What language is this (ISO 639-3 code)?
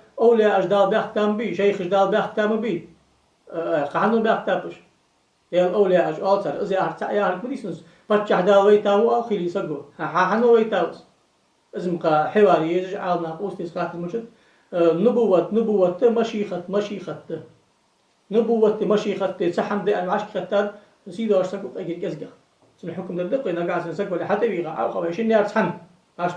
inh